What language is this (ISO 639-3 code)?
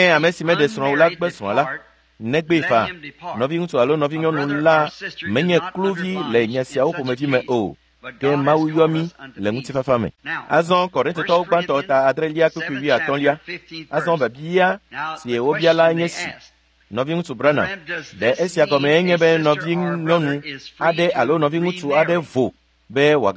ewe